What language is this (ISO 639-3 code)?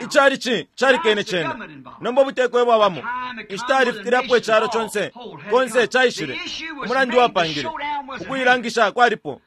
bem